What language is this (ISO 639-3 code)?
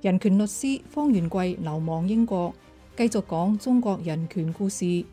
yue